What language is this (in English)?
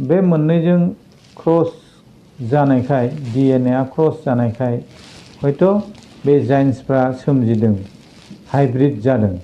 Bodo